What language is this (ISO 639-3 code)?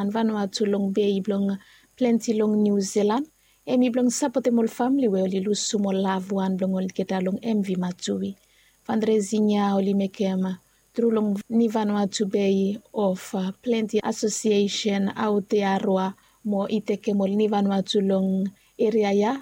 bis